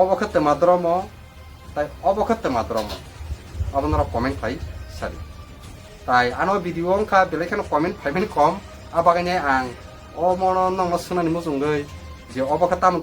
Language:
Kok Borok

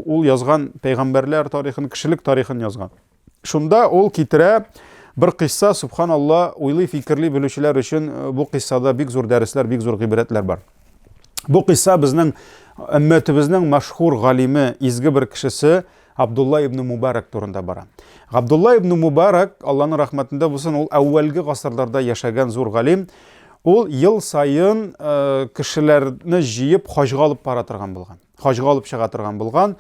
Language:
Tatar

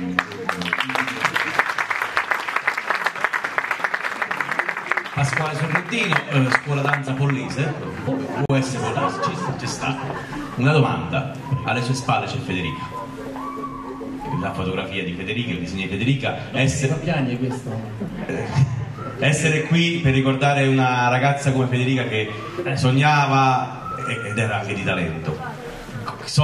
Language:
Italian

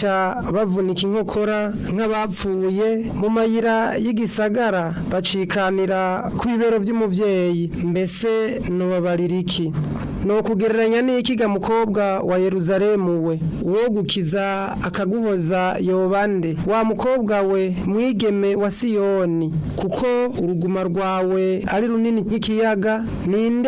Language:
Rundi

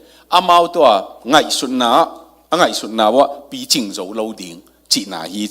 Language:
Tedim Chin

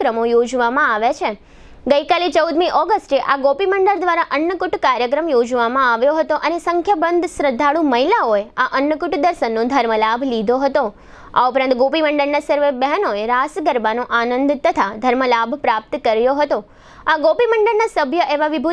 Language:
Gujarati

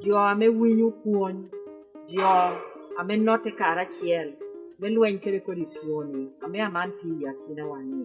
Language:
Lango (Uganda)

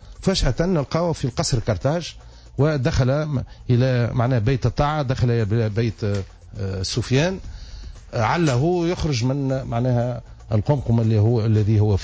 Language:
Tunisian Arabic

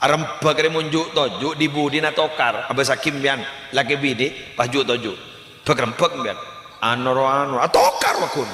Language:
Madurese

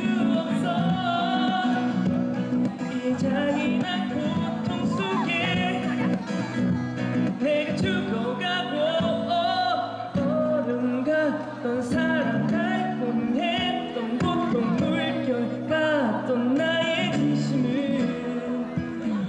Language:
Korean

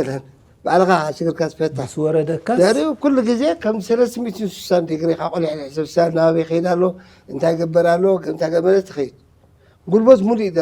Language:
Tigrinya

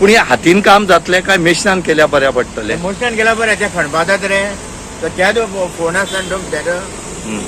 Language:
Konkani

